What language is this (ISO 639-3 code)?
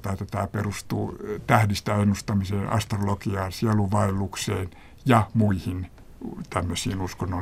fin